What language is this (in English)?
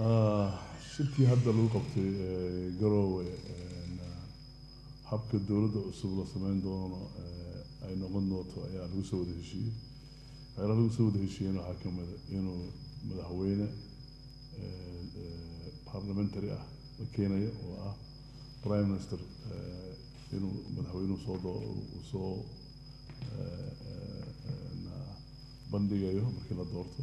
Somali